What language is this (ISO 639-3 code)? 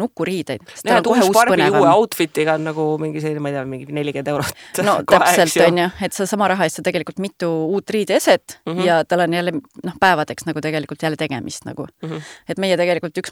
est